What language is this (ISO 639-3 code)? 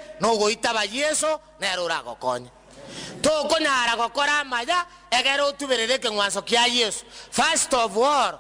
guz